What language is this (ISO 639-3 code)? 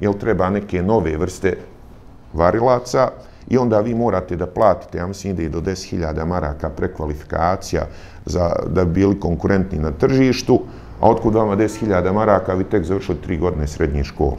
bos